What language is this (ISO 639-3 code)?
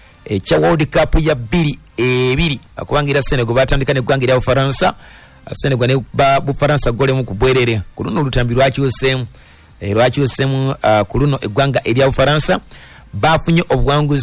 lug